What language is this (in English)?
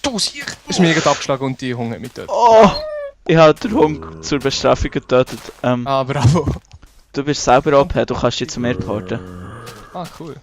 Swiss German